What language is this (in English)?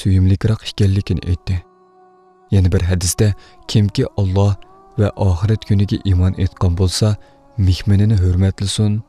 Uyghur